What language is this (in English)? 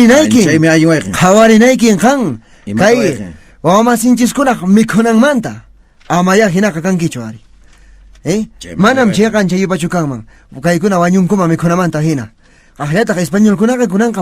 Quechua